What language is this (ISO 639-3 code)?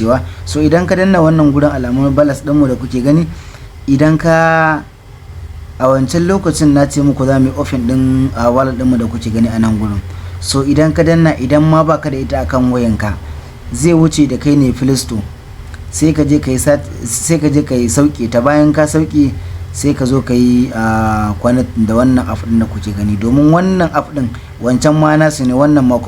hau